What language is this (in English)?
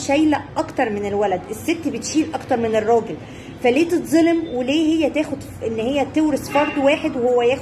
Egyptian Arabic